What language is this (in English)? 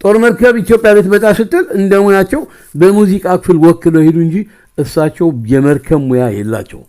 Amharic